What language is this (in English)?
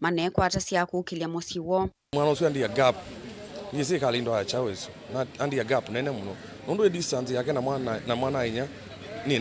Kamba